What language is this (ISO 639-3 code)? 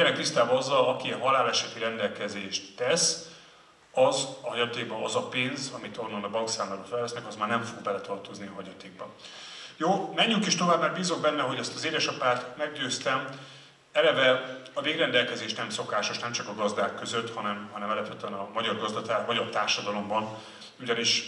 hun